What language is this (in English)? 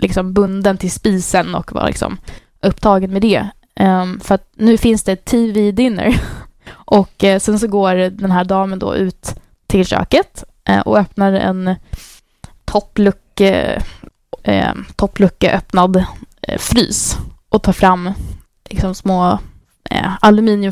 Swedish